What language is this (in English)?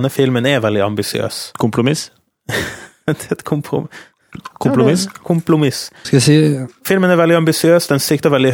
Norwegian